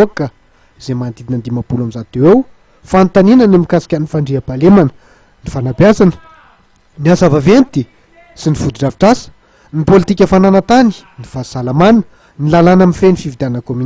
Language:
Malagasy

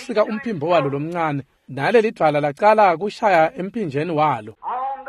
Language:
Swati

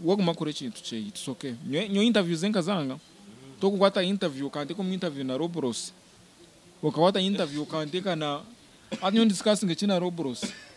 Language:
Nyankole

